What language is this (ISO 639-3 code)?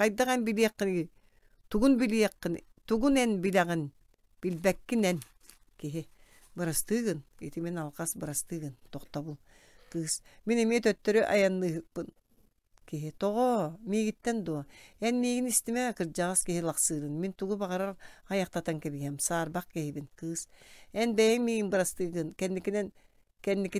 sah